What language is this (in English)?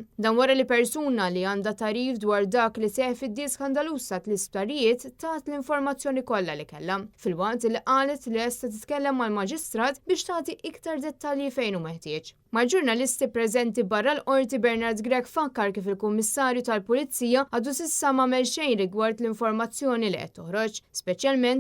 Maltese